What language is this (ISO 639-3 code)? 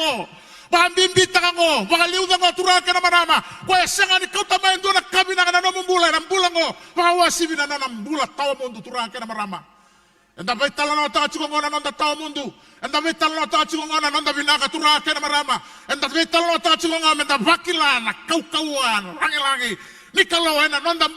fij